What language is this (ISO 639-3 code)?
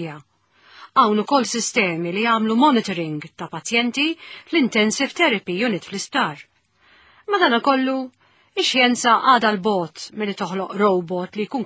mlt